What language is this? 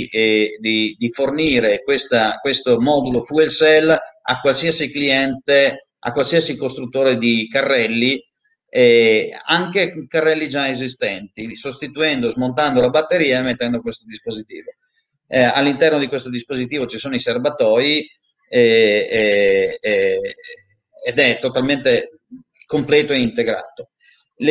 Italian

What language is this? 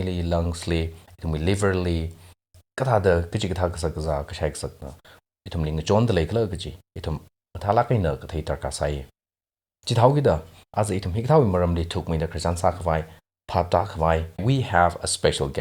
Tangkhul Naga (India)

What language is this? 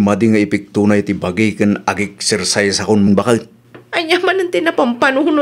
Iloko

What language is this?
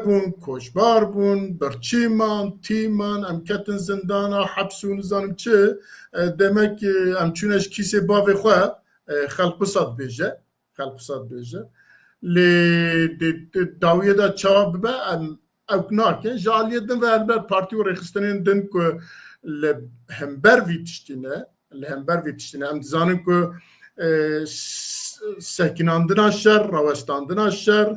Kurdish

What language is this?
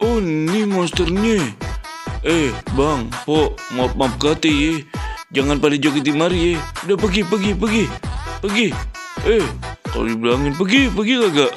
Betawi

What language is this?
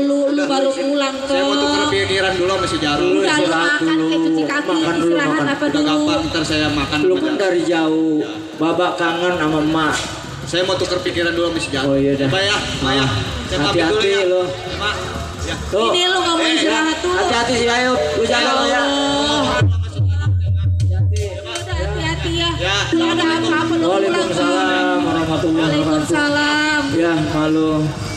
Betawi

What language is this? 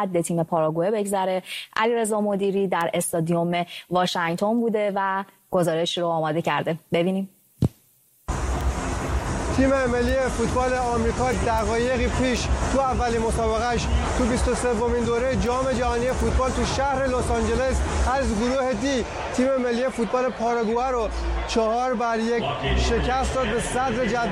Persian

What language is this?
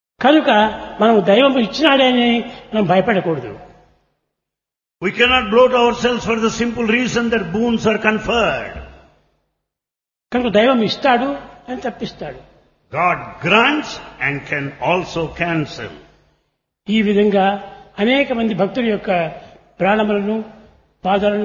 Telugu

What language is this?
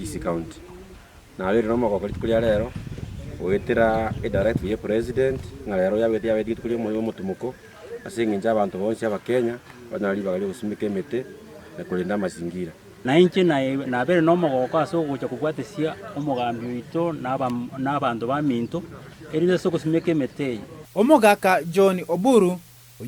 Gusii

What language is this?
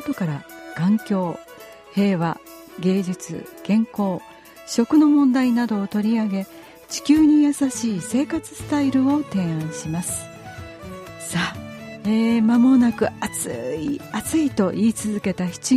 Japanese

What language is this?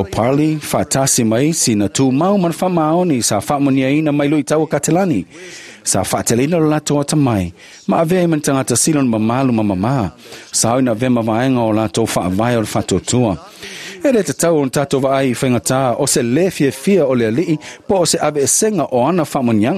Samoan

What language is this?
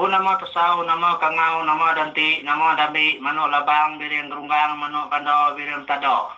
Iban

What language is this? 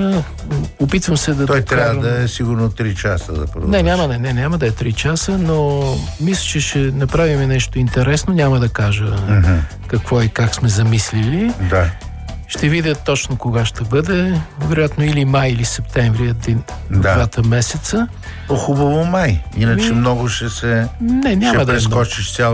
Bulgarian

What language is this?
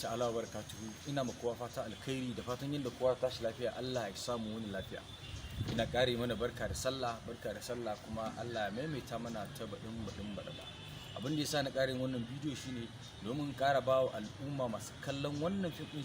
Hausa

